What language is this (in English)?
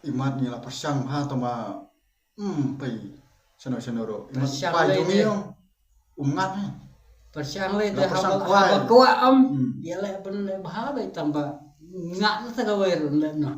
Khasi